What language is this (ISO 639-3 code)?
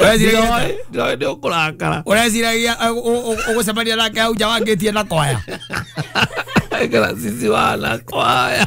kik